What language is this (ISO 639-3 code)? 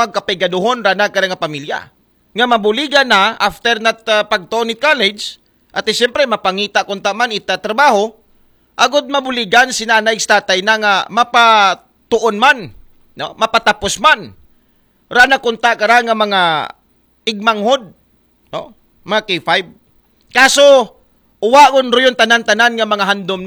akl